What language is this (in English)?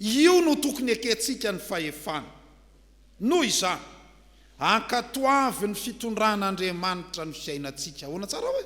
Malagasy